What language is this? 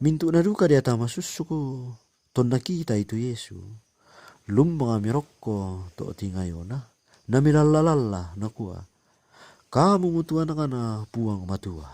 Toraja-Sa'dan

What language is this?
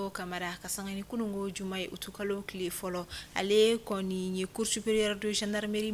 Bambara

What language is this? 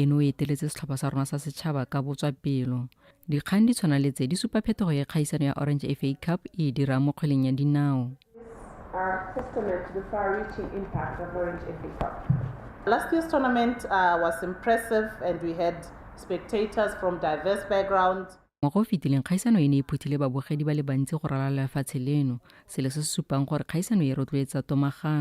Tswana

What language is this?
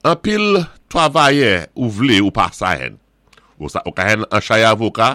Saint Lucian Creole French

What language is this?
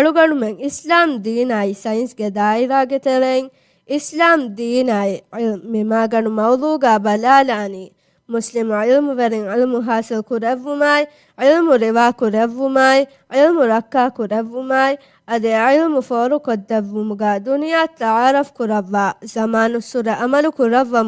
Divehi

